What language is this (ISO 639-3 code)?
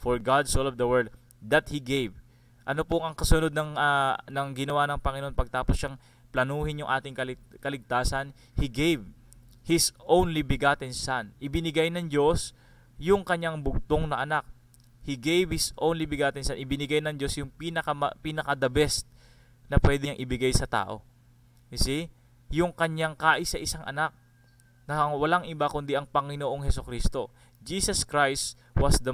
fil